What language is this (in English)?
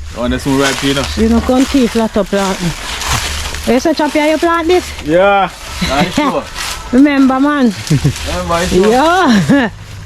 Jamaican Creole English